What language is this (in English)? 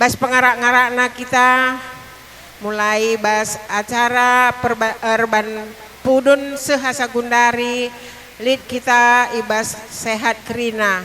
Batak Karo